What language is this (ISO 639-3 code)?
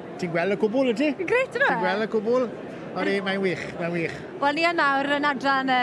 cym